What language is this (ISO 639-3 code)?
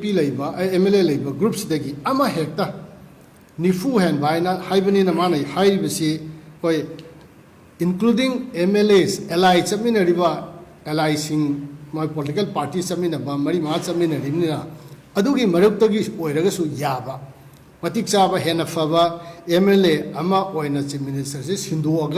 mni